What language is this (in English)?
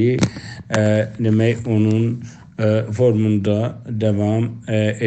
South Azerbaijani